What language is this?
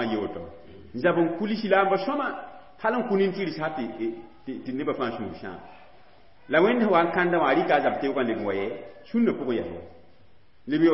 Mossi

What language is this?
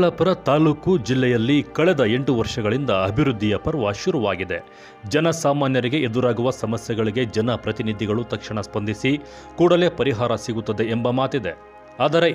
Kannada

